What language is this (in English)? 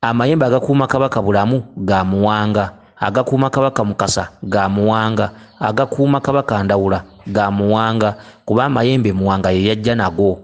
Ganda